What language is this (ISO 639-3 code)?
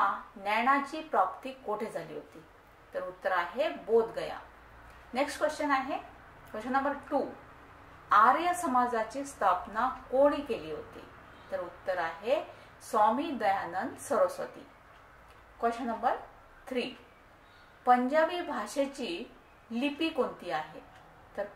mar